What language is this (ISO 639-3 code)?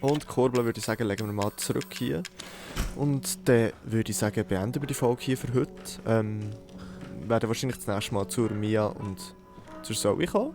gsw